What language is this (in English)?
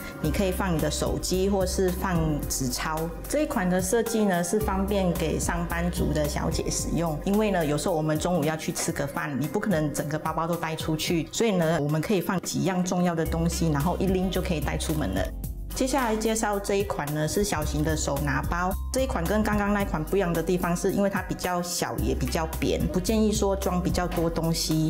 Chinese